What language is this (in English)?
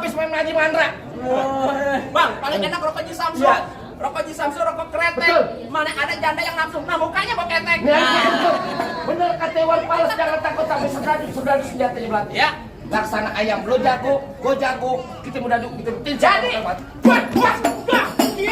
Betawi